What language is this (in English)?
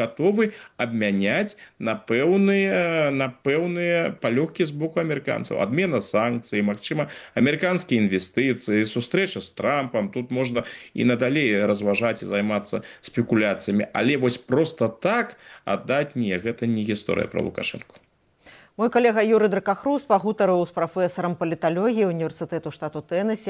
Belarusian